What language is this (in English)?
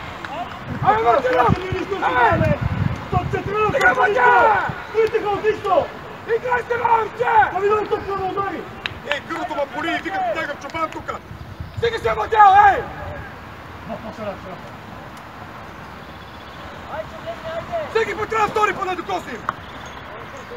Bulgarian